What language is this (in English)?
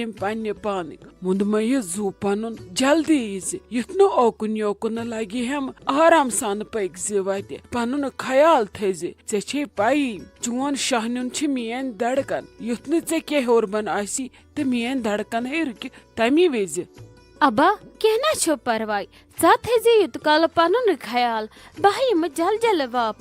Kashmiri